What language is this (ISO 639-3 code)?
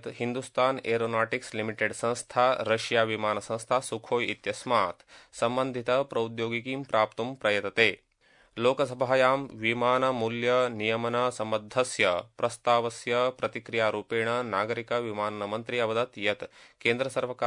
san